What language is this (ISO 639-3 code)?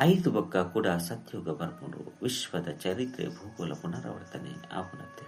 tcy